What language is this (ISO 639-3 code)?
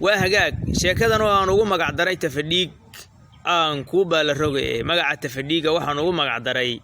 som